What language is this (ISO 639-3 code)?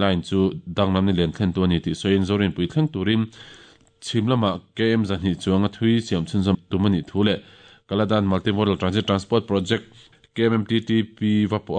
lus